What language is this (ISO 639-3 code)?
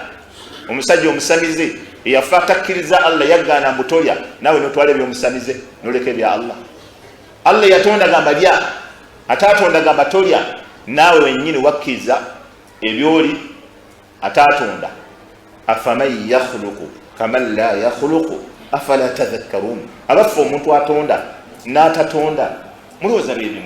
lug